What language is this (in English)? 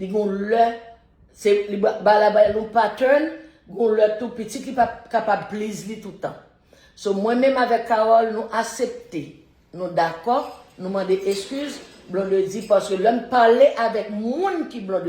Haitian Creole